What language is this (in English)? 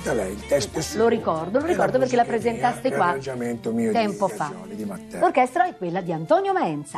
Italian